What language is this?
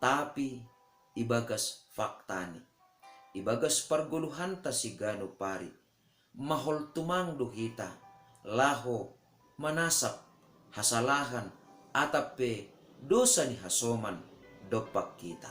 Batak Simalungun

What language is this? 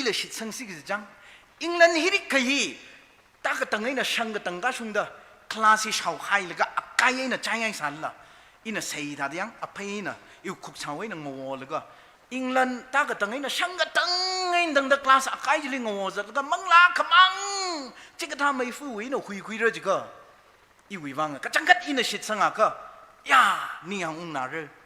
Tangkhul Naga (India)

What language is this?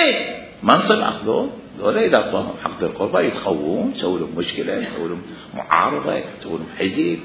Mesopotamian Arabic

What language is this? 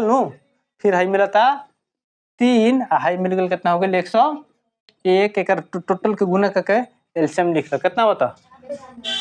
Bhojpuri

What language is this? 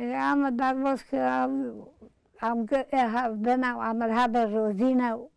Kurdish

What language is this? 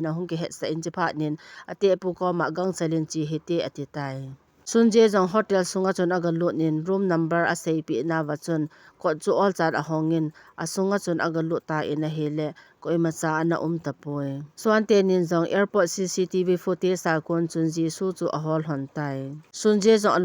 Thado Chin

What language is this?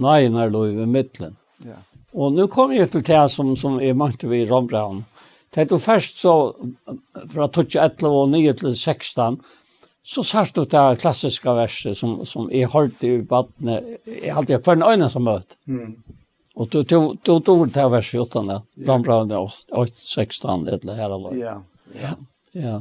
Faroese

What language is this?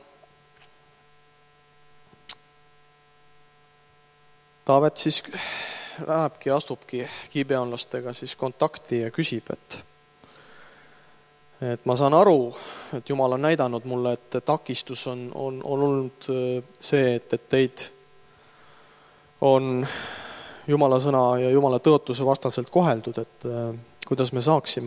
Estonian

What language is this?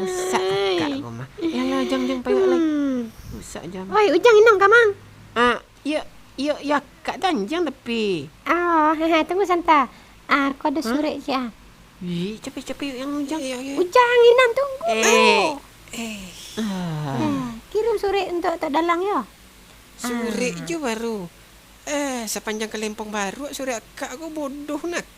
Minangkabau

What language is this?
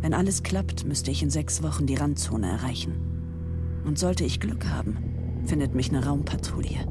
Bavarian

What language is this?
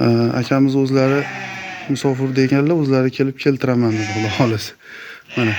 Uzbek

